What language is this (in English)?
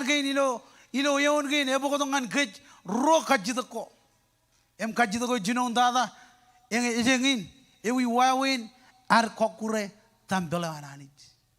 Marshallese